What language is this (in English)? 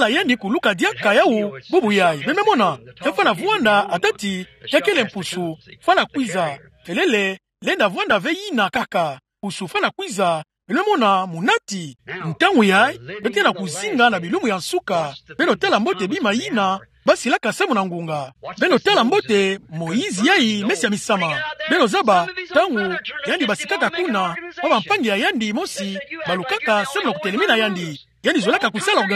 Kituba (Democratic Republic of Congo)